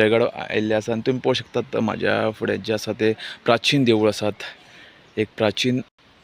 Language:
Konkani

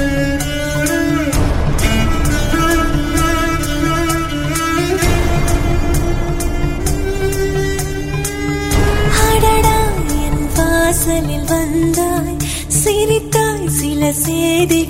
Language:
Tamil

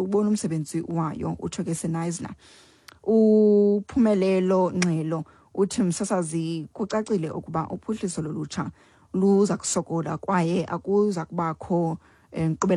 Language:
Xhosa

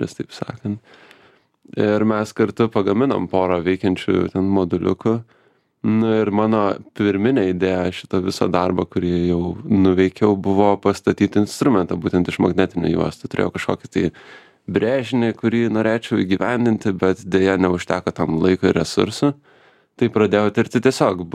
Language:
Lithuanian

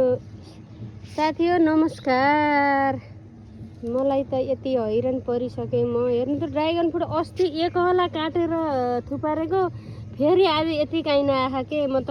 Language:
Nepali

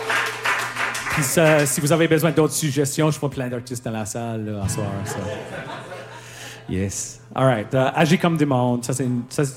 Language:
French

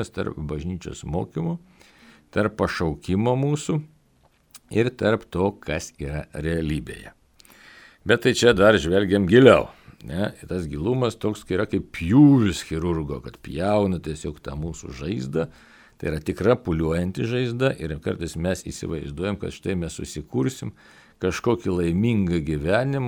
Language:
Lithuanian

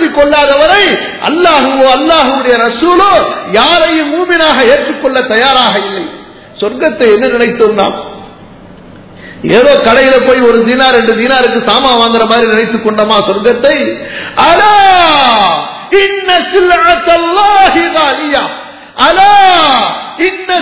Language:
Tamil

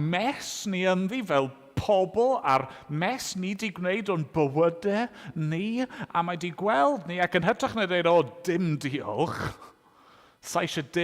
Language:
Welsh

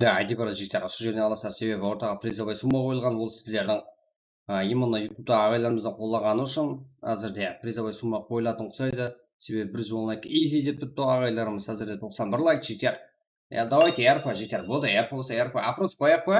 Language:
Kara-Kalpak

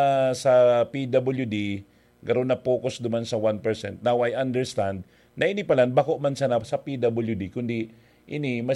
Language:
Bikol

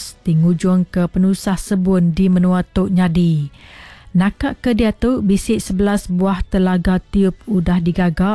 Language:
Iban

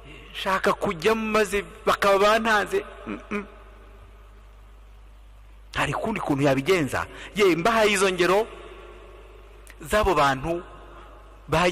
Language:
Kinyarwanda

